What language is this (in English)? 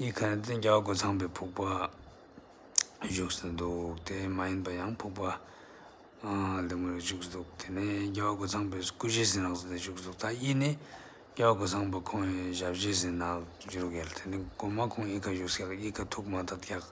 Ladakhi